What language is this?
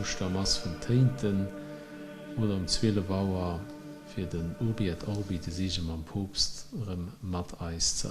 Luxembourgish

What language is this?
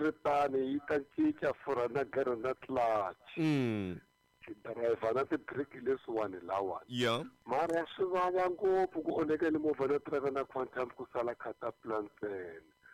Tsonga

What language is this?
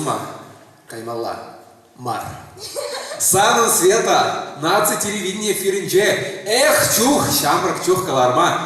Chuvash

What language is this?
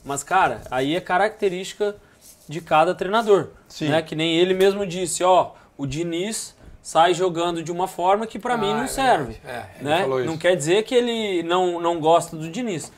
Portuguese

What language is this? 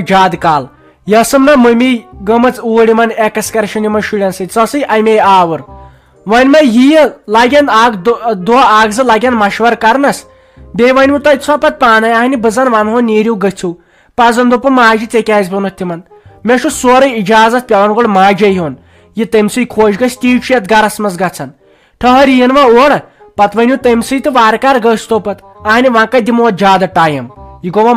Kashmiri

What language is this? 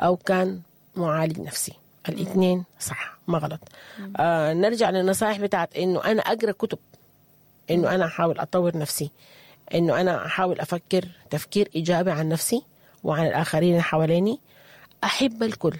Sudanese Arabic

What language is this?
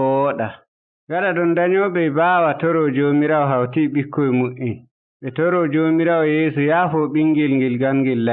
Nigerian Fulfulde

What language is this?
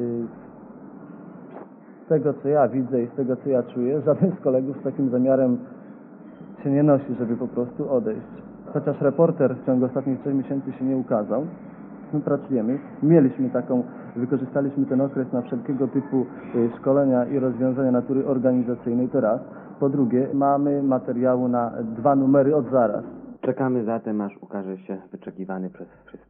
Polish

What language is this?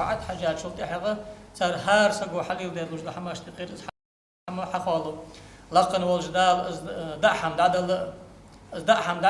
Ingush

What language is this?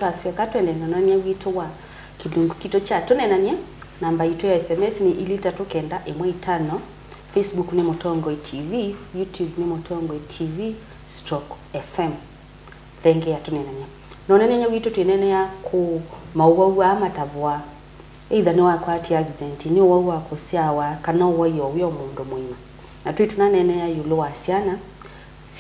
Kamba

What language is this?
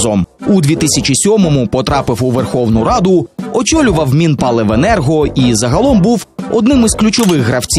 Ukrainian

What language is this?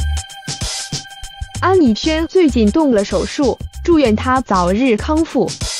Chinese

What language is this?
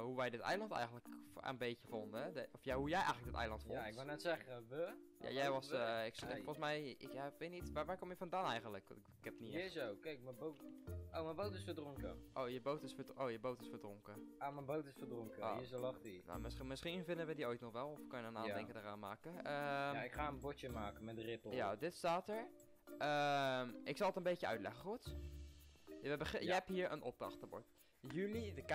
Dutch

